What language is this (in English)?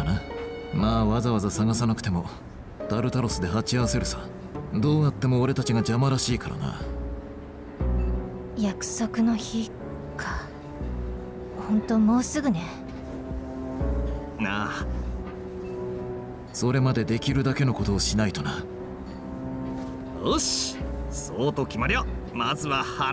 Japanese